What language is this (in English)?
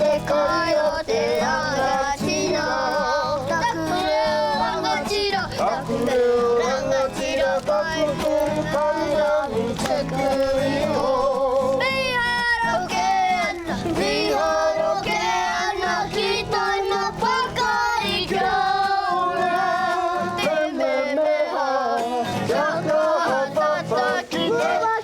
Māori